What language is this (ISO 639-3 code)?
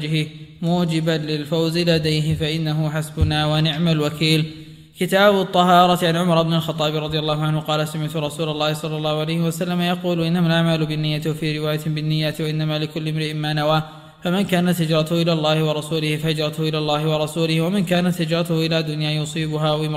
ara